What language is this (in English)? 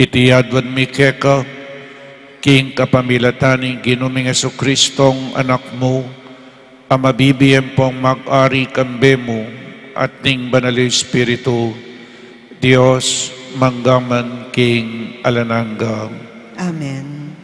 Pampanga